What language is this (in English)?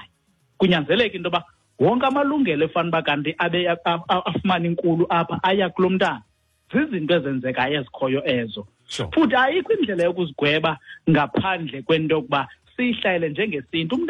Xhosa